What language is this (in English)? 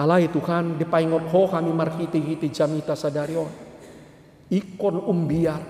Batak Toba